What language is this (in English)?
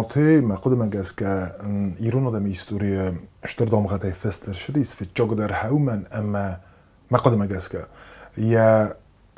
Ossetic